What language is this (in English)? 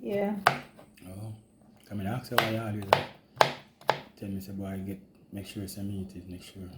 Jamaican Creole English